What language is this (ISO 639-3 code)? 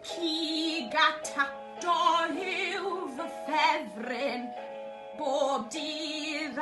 cym